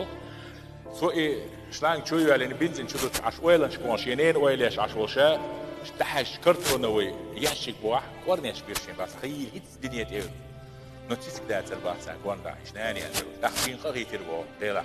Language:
Chechen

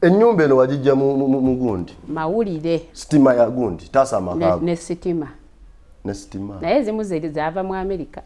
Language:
Ganda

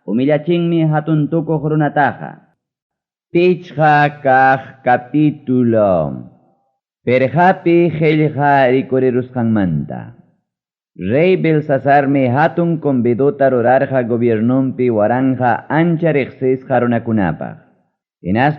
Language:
Ayacucho Quechua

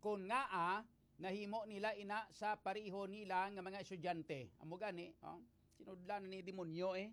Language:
Hiligaynon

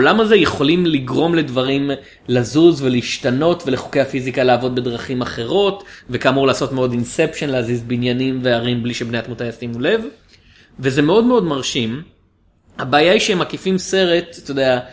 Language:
Hebrew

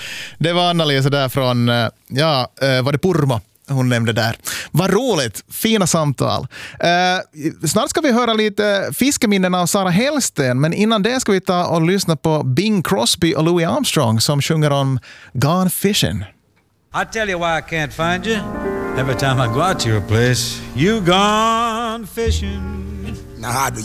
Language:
Swedish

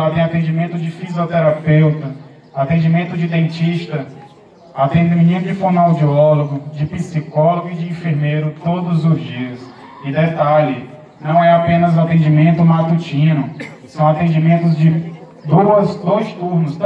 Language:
Portuguese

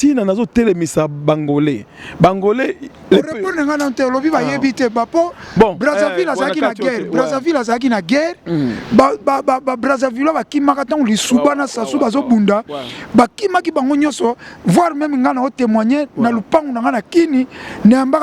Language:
Lingala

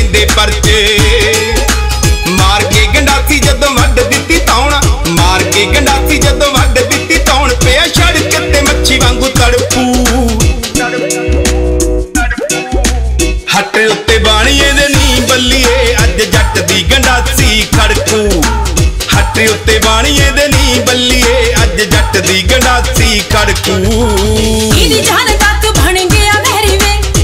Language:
Punjabi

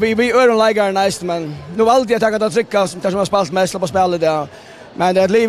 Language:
Faroese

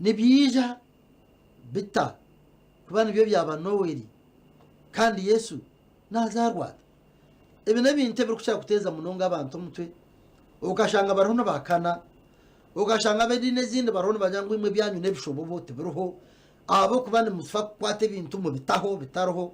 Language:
Nyankole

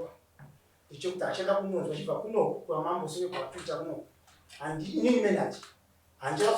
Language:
Shona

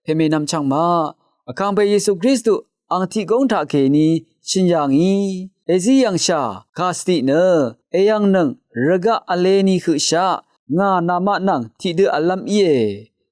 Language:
Rawang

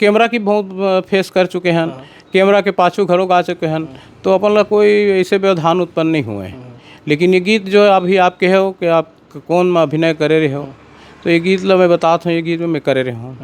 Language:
Chhattisgarhi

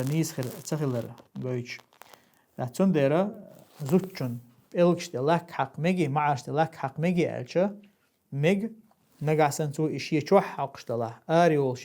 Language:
Chechen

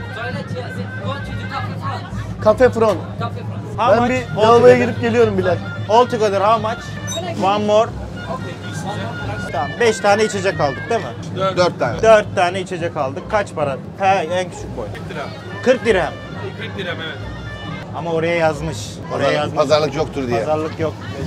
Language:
Turkish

